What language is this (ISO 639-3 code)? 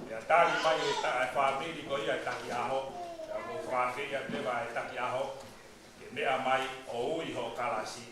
ton